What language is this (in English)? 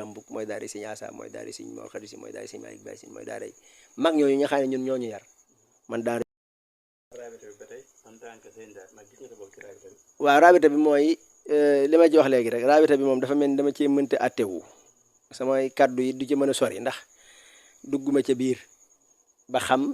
Wolof